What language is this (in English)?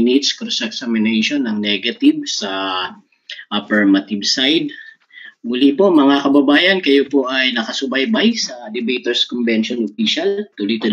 Filipino